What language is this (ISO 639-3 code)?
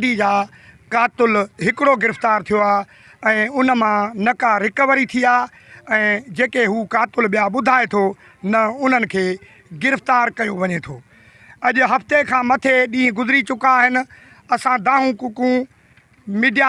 snd